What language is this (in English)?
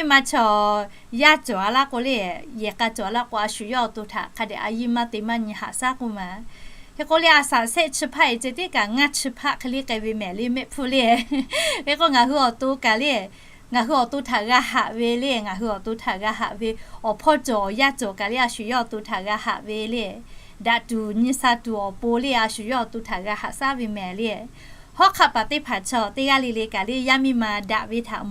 Lahu